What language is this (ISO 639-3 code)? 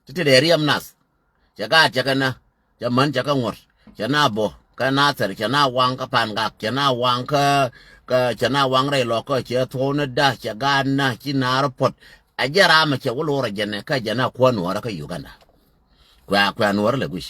nus